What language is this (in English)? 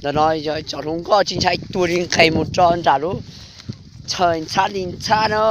Hmong